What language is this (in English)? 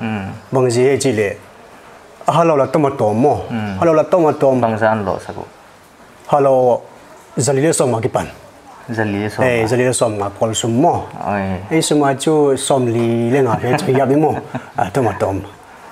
Paite Chin